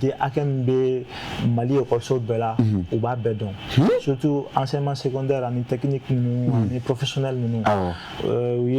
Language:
Bambara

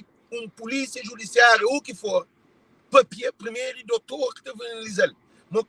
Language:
Kabuverdianu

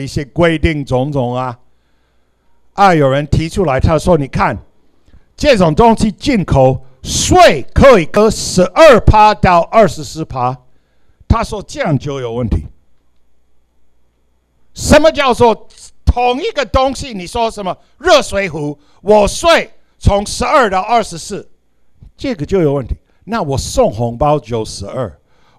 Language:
Chinese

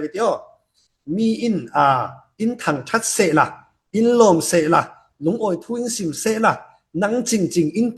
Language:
Falam Chin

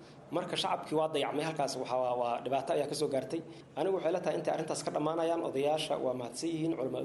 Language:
Somali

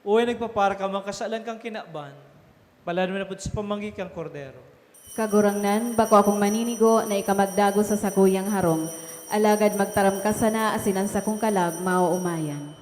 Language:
Bikol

